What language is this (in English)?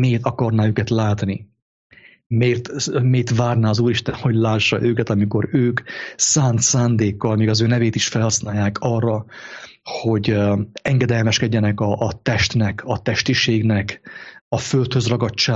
Hungarian